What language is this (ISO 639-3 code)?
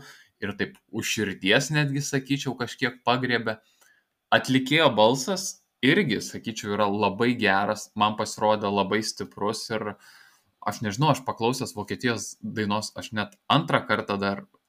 lit